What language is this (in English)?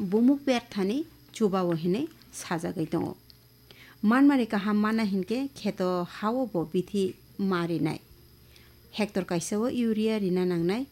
Kok Borok